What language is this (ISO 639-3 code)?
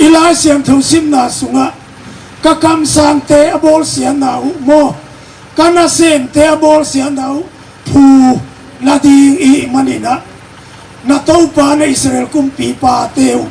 ctd